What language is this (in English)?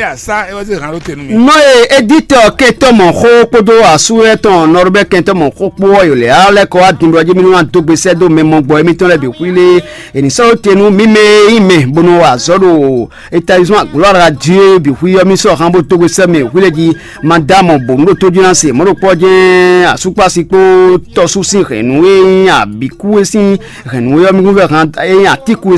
Fon